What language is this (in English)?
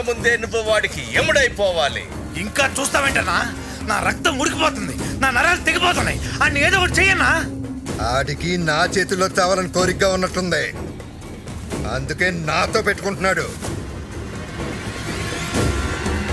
Telugu